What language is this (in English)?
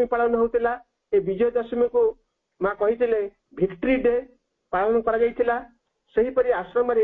Odia